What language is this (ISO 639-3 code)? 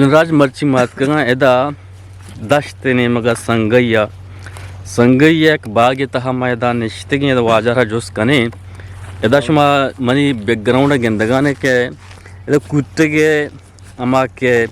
bgp